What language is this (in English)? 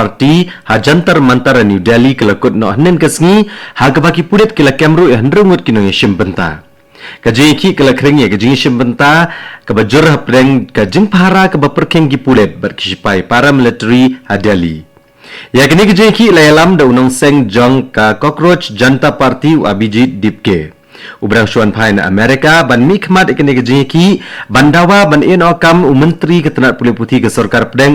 Khasi